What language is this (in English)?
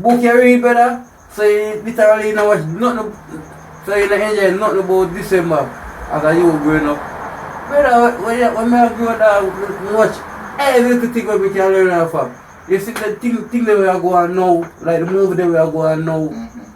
Jamaican Creole English